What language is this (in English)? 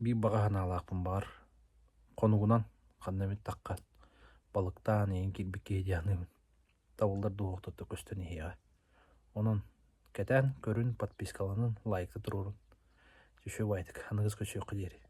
Yakut